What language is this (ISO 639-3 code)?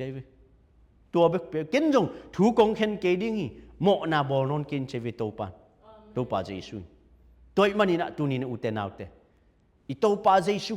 ctd